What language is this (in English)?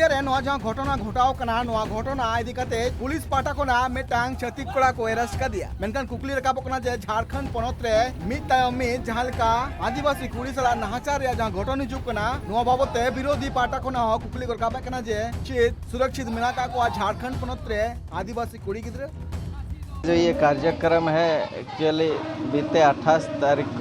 Santali